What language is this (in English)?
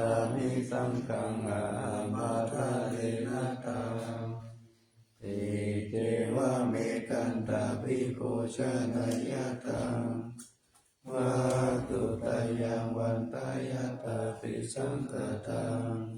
Pali